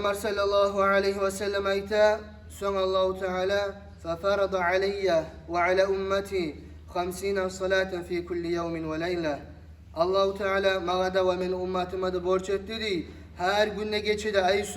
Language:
Kumyk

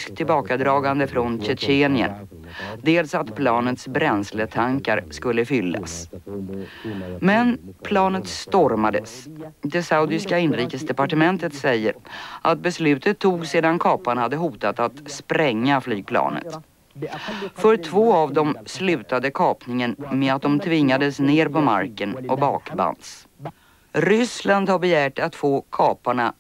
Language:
Swedish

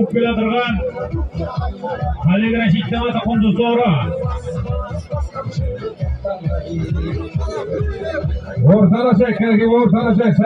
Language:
Kazakh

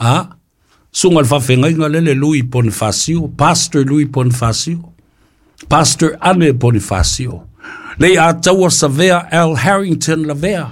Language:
Samoan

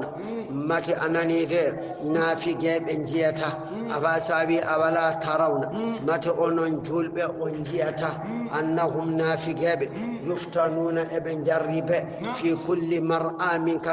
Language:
Fula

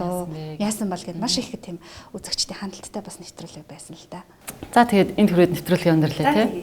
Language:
Mongolian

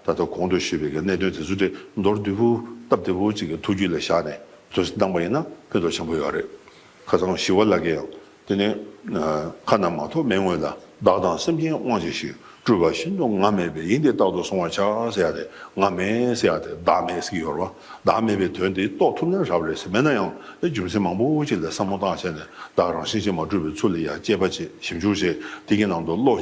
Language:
Tibetan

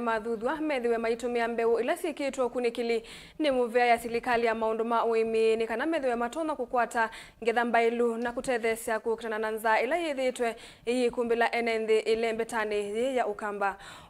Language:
Kamba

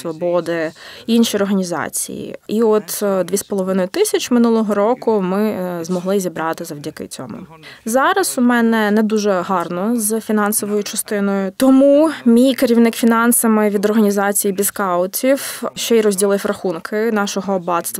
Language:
Ukrainian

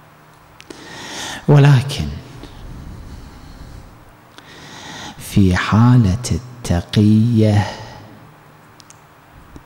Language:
Arabic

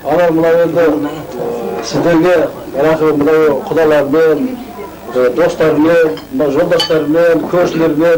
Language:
Kazakh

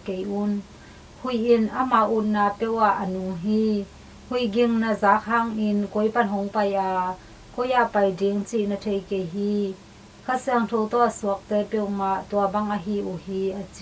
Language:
Tedim Chin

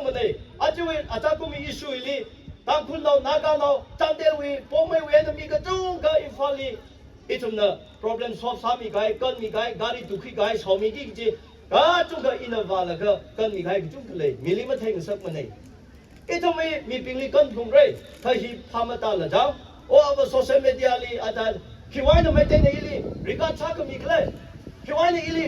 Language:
Tangkhul Naga (India)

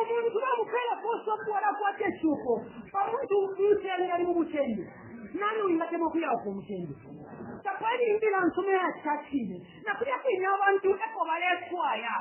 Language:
Bemba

